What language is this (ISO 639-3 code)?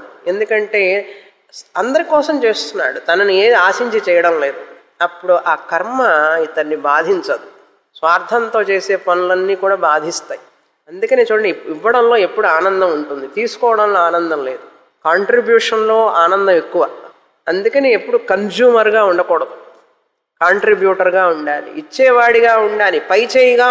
tel